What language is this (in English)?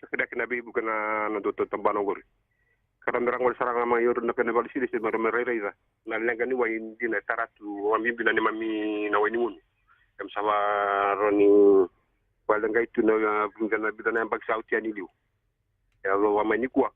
Fijian